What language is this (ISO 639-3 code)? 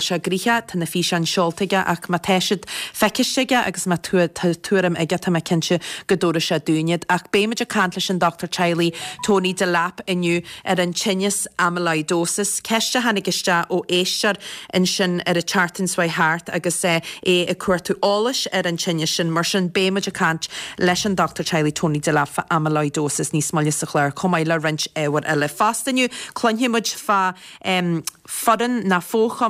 gle